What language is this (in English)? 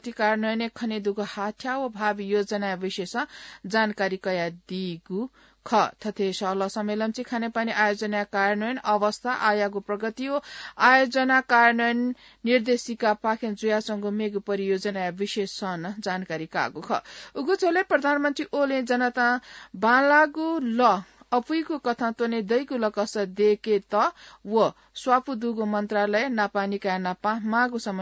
Newari